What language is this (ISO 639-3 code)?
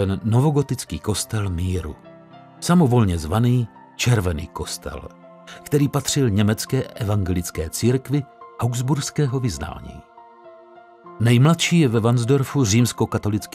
ces